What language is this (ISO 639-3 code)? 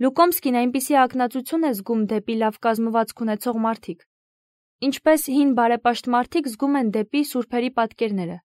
hye